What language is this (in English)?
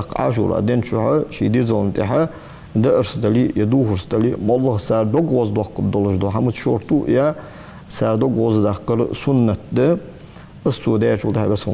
Ingush